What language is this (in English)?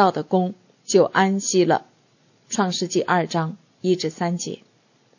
Chinese